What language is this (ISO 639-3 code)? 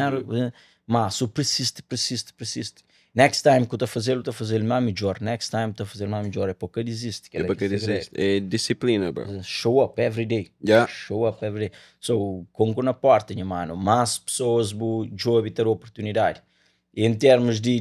kea